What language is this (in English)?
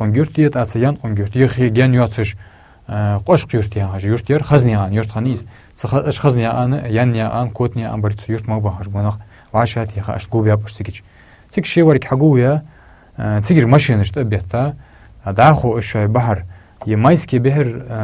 Ingush